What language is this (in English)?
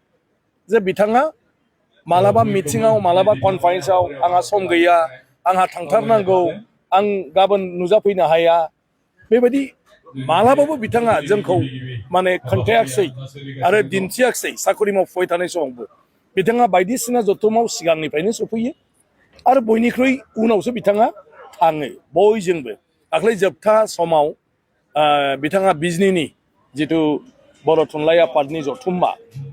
Bodo